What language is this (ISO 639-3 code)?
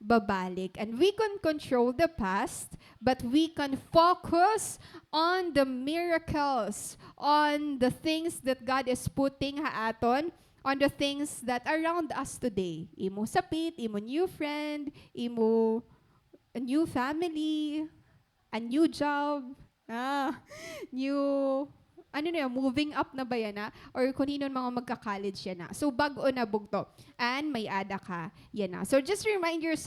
war